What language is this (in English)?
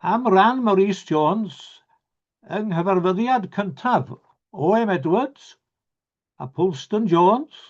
Welsh